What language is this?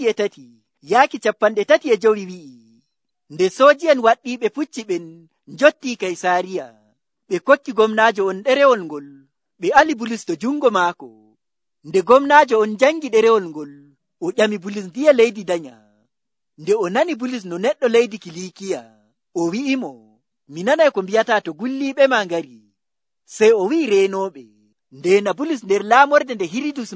Nigerian Fulfulde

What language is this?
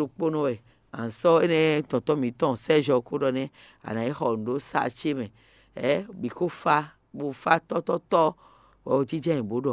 Fon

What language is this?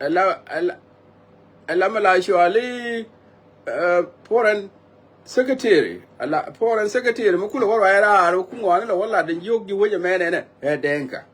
Nuer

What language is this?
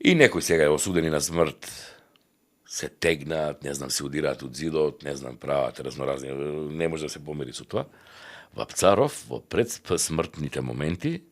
Macedonian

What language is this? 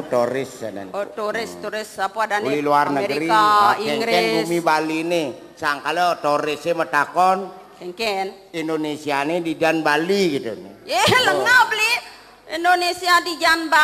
Balinese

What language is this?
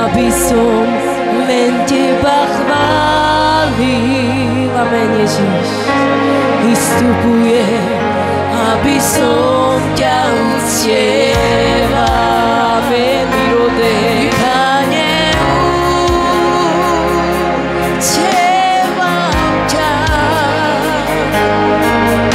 Slovak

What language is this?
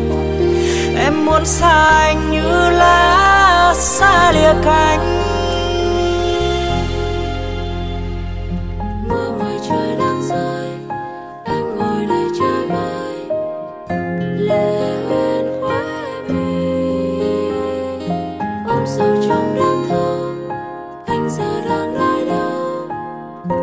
Vietnamese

